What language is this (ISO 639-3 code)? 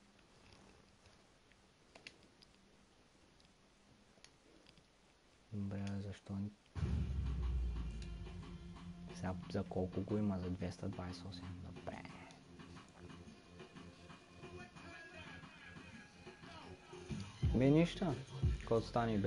bul